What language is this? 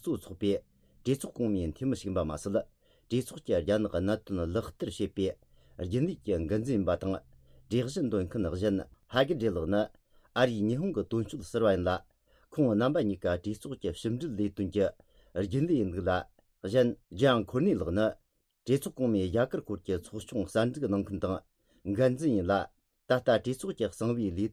Tibetan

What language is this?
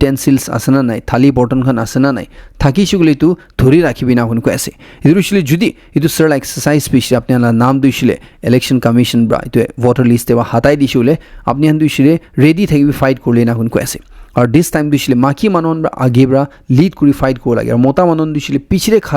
Naga Pidgin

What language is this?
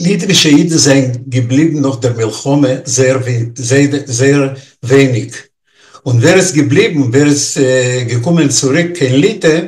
Yiddish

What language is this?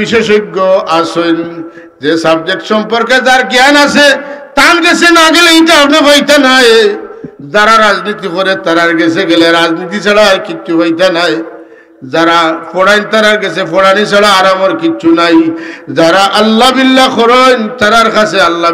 Sylheti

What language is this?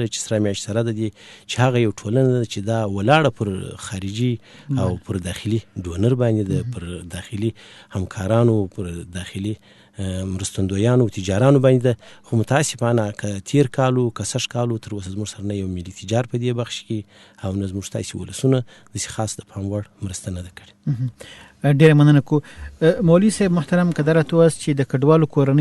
Pashto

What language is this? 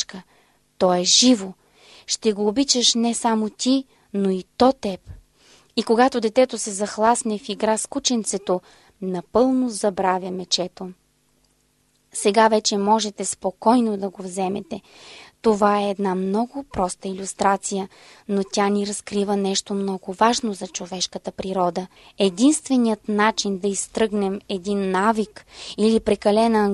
Bulgarian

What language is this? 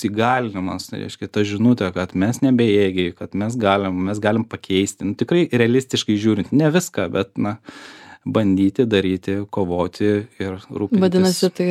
Lithuanian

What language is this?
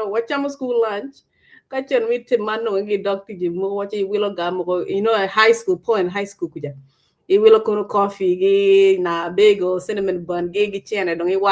Acoli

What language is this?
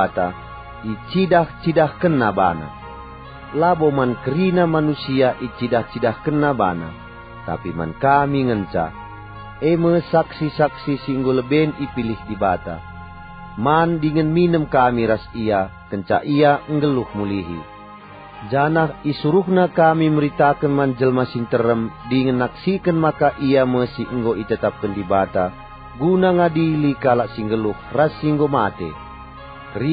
Batak Karo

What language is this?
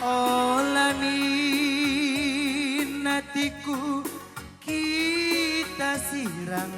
Batak Karo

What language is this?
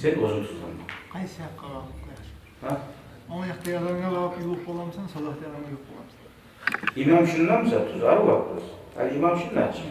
Kumyk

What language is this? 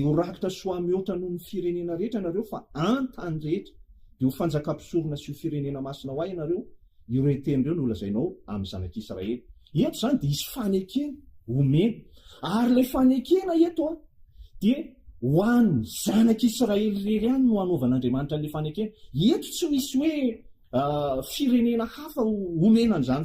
Malagasy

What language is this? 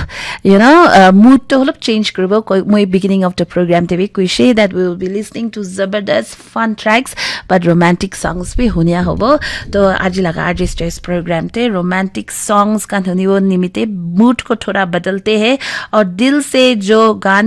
Naga Pidgin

